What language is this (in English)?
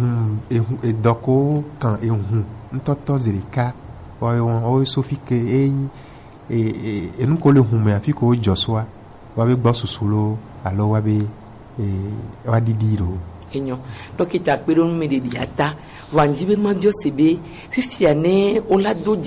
Gen